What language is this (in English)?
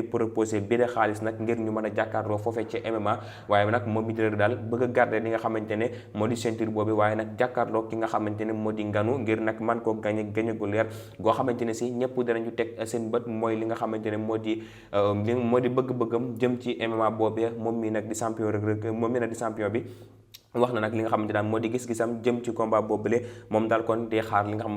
Wolof